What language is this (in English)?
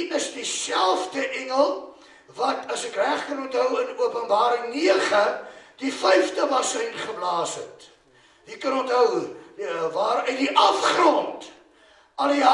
Afrikaans